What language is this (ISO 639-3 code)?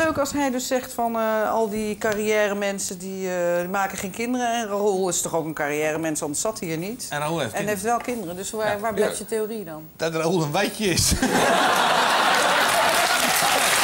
nld